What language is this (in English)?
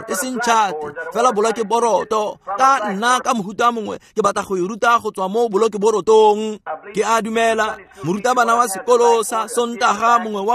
Tswana